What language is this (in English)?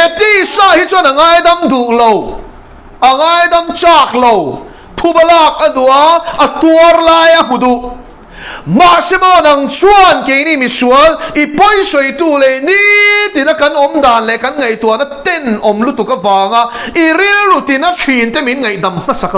Mizo